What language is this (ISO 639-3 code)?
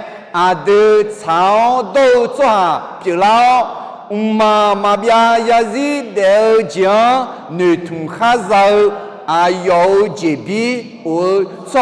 ahk